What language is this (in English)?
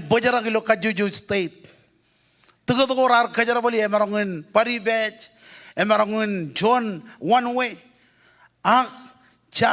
Marshallese